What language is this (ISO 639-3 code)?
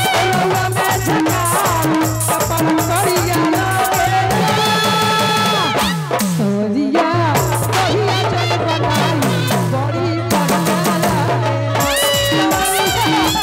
bho